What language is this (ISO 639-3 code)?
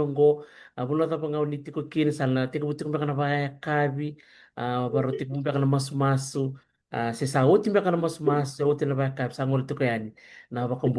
fij